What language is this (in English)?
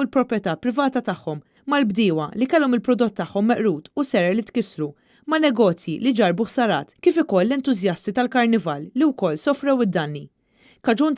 Maltese